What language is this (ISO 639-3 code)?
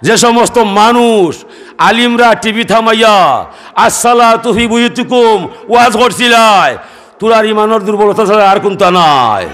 syl